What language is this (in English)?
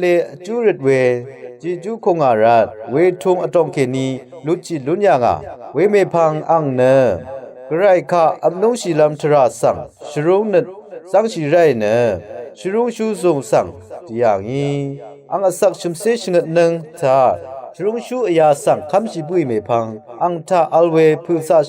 Rawang